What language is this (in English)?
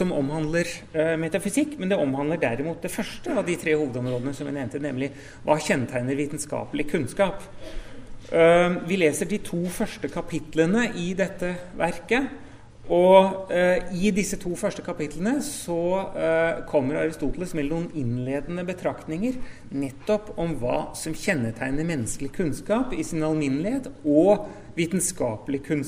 Norwegian